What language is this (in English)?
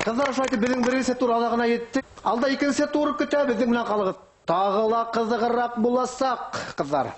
Bashkir